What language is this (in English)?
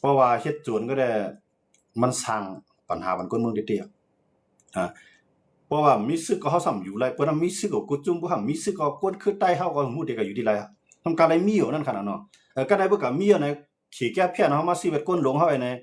Shan